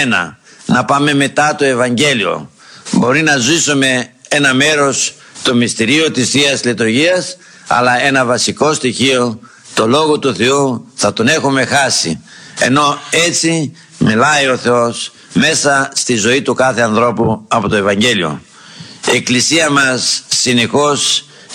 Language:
Greek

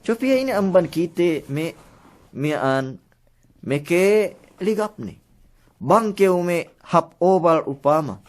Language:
Yakan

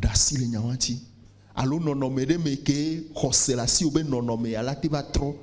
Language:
Ewe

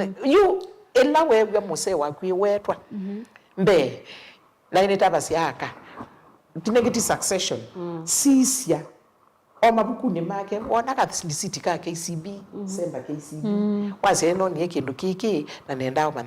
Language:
Kamba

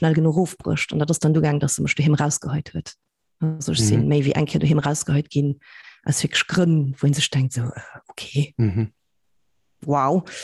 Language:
Luxembourgish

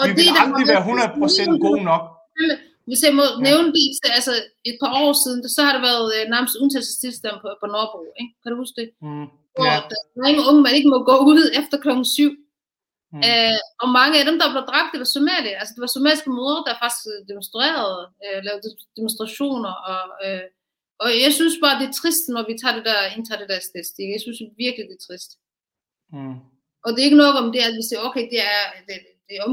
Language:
Danish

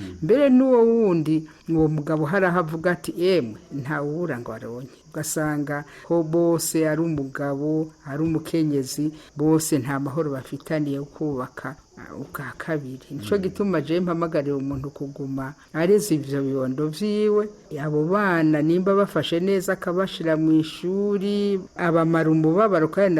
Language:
Rundi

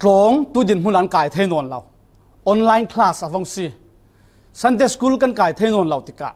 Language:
Falam Chin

